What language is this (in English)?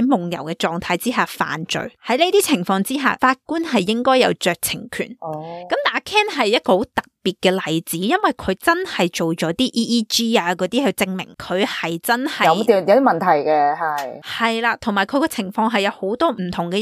Cantonese